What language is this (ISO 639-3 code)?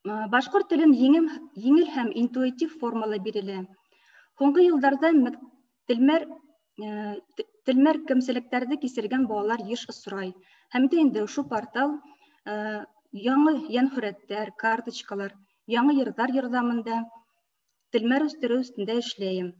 bak